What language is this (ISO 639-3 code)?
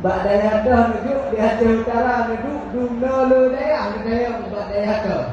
ace